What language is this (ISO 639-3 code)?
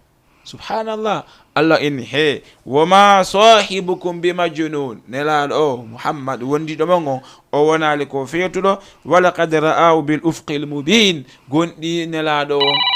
ful